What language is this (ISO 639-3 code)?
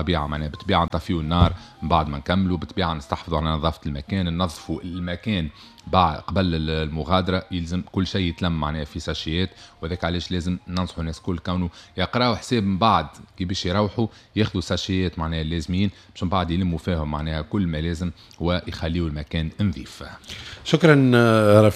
aeb